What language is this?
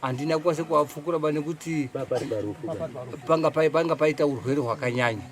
Shona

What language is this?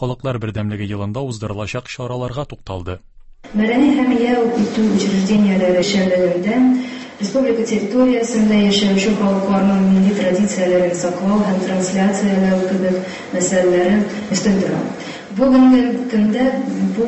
Tatar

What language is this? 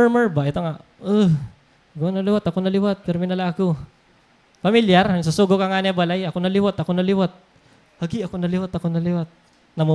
Waray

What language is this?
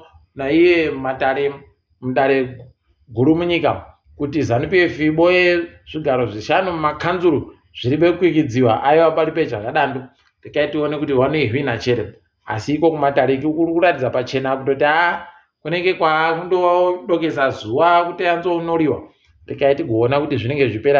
Ndau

